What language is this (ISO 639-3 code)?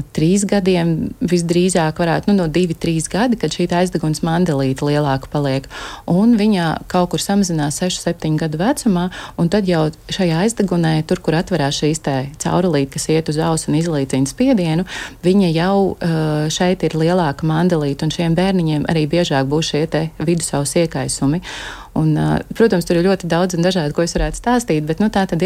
lav